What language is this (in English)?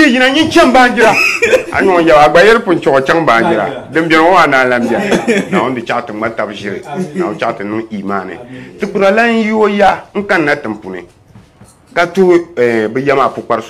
Dagbani